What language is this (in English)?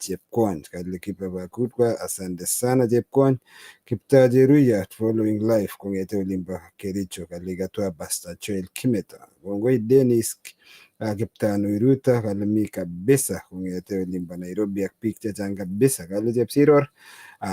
Kalenjin